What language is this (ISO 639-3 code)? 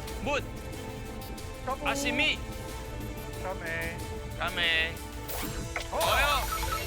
nan